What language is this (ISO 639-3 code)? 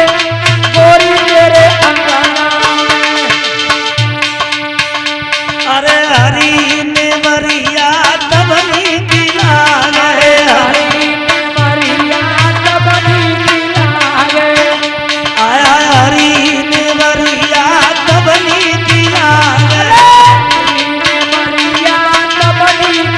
bho